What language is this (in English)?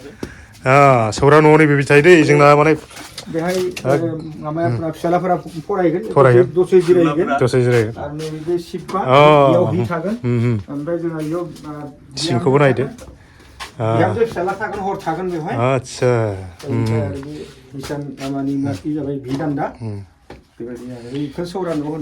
Bodo